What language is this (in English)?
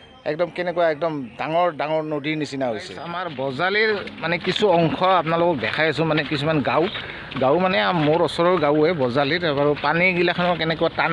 Assamese